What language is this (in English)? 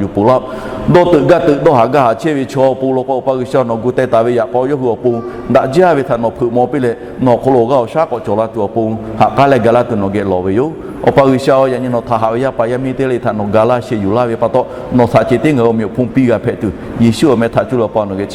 Lahu